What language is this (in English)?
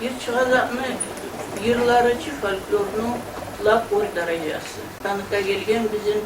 Kumyk